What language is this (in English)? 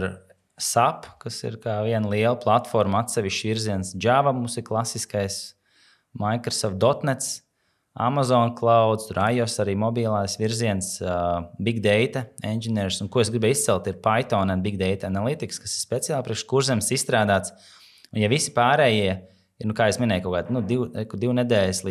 Latvian